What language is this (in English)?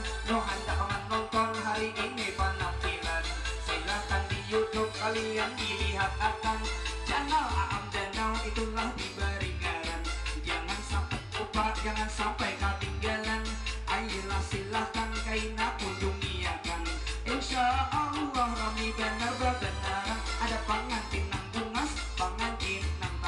Banjar